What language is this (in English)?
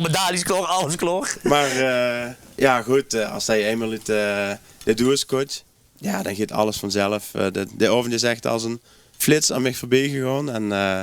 Limburgish